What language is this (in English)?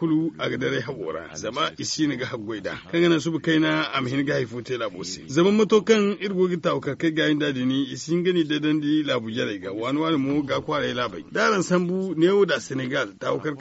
Zarma